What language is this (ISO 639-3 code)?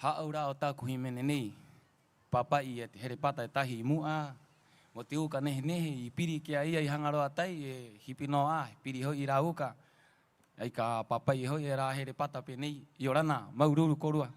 rap